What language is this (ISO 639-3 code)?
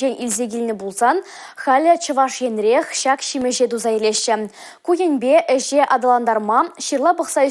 chv